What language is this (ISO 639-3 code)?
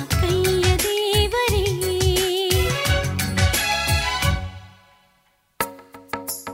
kan